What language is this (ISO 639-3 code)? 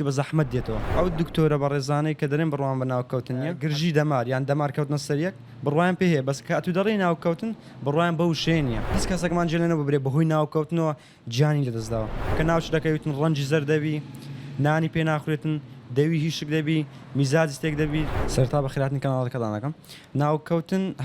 ckb